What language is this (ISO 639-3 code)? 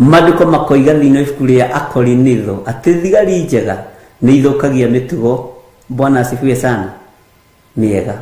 kik